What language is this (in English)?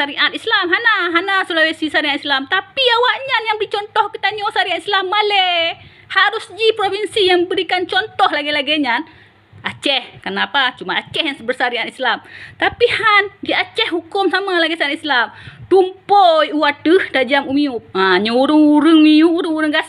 Achinese